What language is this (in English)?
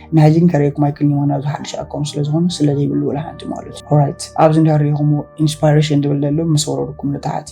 Tigrinya